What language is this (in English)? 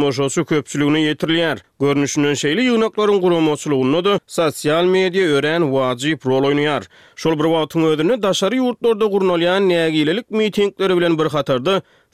Turkmen